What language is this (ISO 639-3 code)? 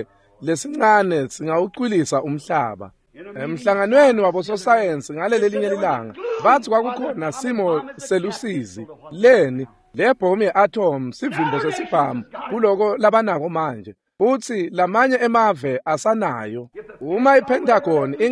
ssw